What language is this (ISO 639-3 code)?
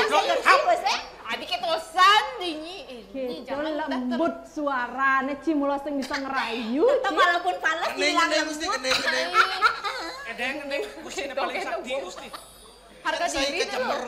ban